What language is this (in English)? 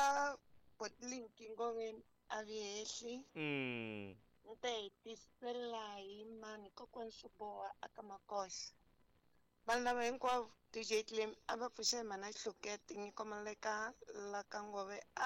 Tsonga